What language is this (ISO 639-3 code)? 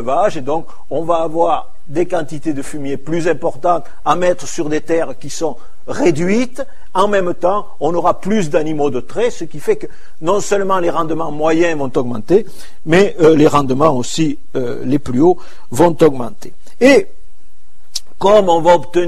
fra